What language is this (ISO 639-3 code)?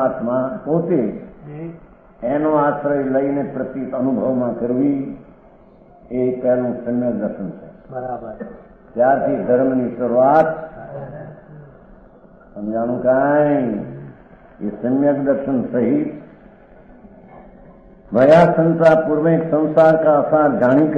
guj